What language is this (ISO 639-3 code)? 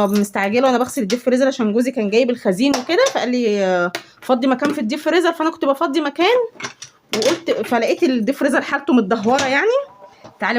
arz